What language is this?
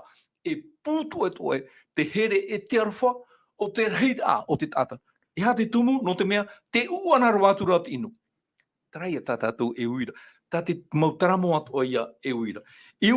Tahitian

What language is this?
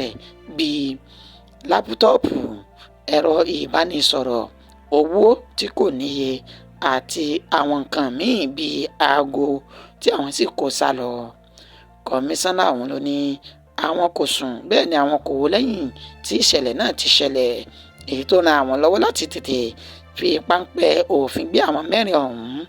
Yoruba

